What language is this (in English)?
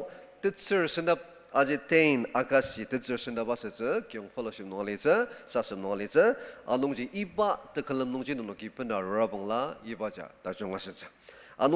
Ao Naga